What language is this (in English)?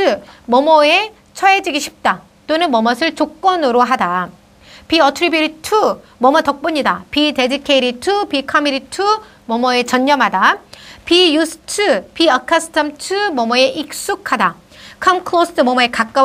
Korean